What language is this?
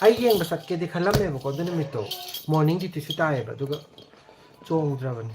Manipuri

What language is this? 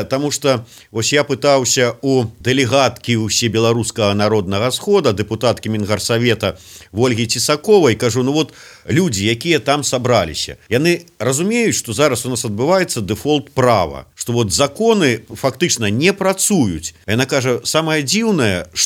Belarusian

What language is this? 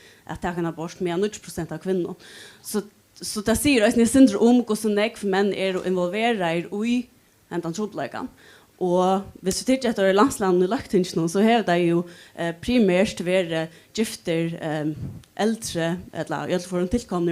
Faroese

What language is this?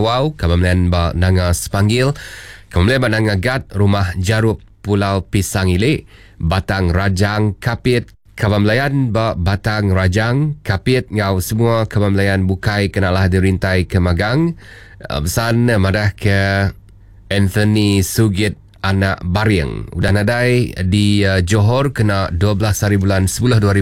Iban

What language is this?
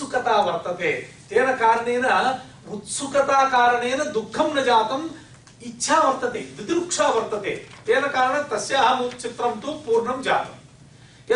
Sanskrit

